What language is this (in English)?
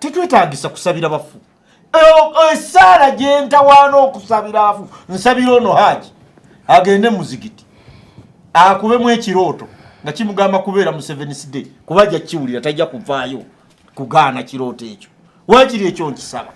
Ganda